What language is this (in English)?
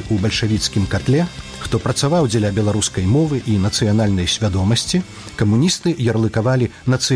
Belarusian